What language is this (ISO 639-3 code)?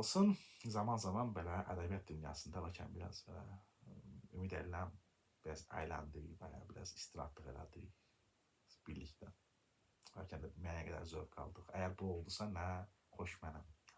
aze